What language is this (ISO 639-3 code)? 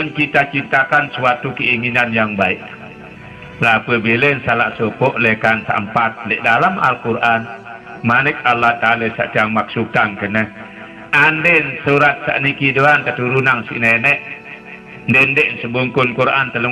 sas